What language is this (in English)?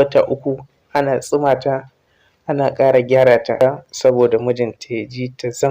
Hausa